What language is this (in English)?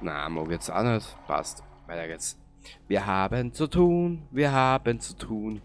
Bavarian